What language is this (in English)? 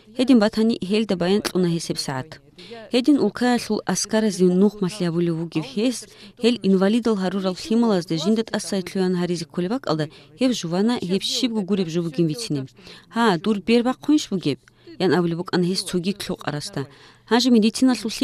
Avaric